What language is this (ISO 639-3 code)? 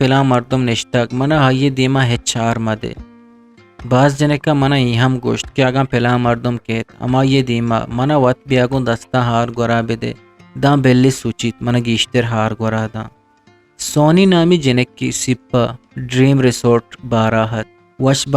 bgp